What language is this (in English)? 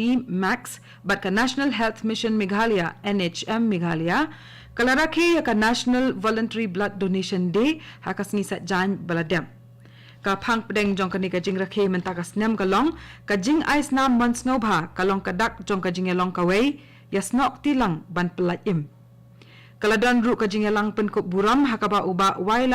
Khasi